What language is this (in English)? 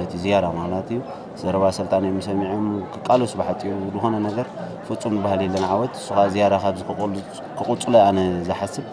Tigrinya